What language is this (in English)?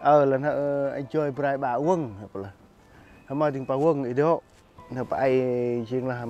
Central Mnong